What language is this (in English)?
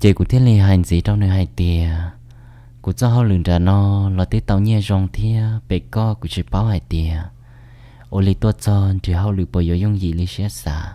Hmong